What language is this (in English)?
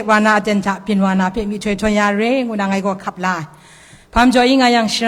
Kachin